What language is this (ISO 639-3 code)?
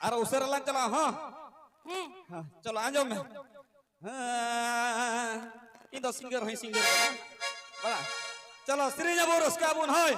sat